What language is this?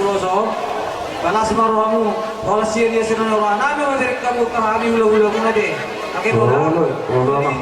Batak Toba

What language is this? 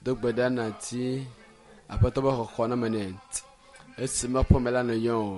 Ewe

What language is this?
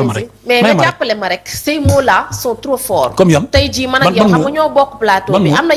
Wolof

